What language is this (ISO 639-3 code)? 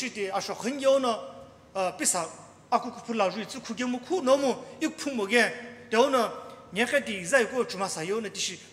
nsm